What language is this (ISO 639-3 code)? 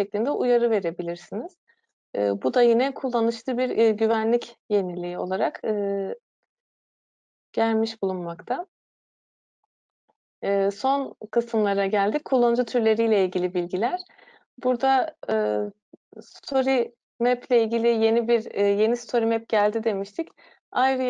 tur